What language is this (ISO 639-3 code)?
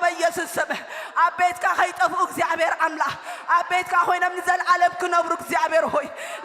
tir